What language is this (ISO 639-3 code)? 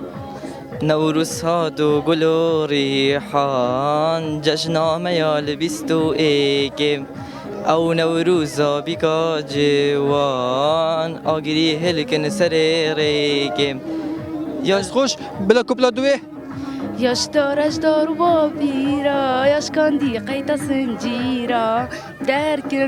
kur